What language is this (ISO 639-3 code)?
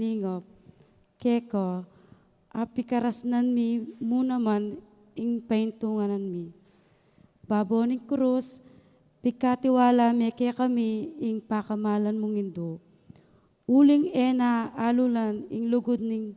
pam